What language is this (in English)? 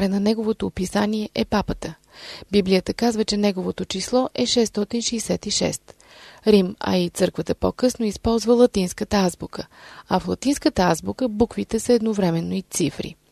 Bulgarian